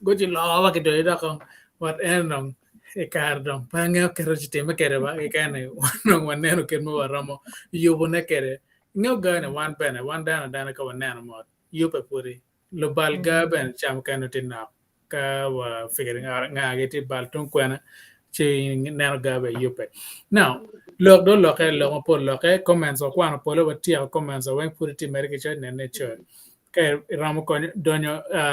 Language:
Acoli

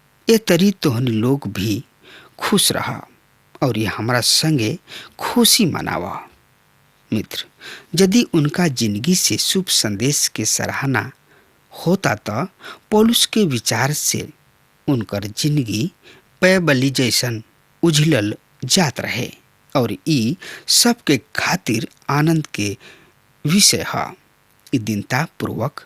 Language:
Bhojpuri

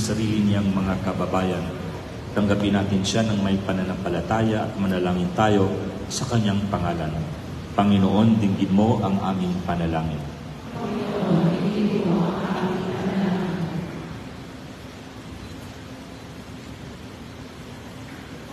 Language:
Filipino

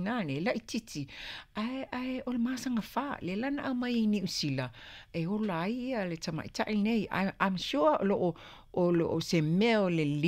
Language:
Samoan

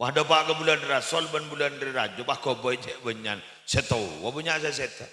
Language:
Madurese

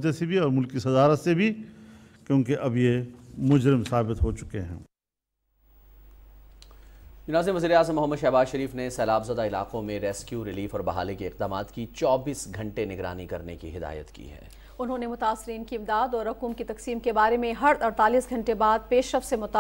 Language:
Urdu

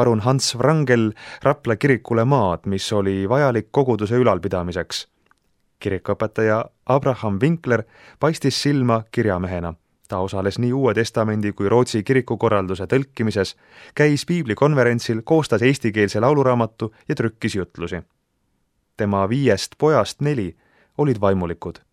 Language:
Estonian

